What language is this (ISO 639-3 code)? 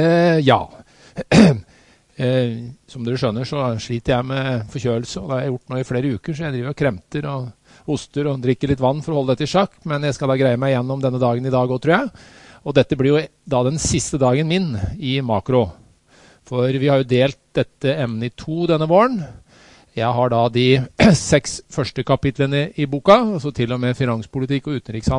nor